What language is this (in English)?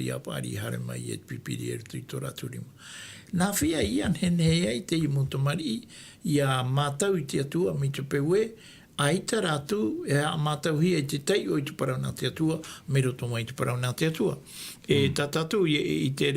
Tahitian